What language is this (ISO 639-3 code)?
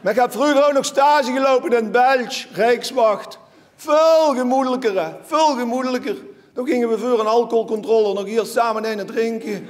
lim